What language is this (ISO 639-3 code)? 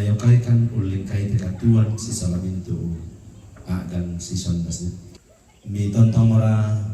sda